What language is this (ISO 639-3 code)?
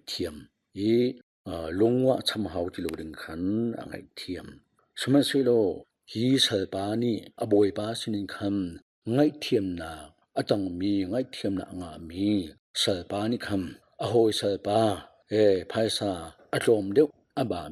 cnh